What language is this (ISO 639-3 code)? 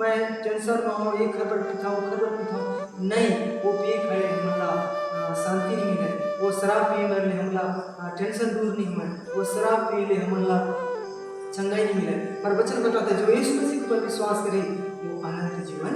hne